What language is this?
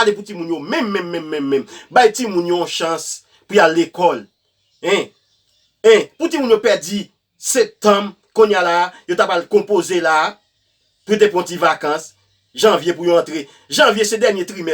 Haitian Creole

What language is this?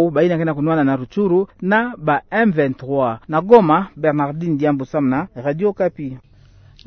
Kituba (Democratic Republic of Congo)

